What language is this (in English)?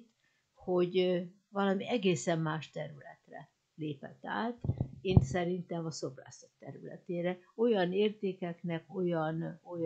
Hungarian